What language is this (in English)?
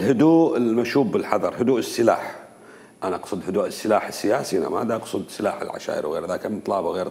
Mesopotamian Arabic